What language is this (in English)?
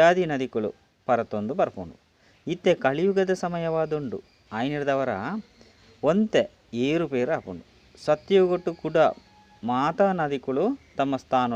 Tulu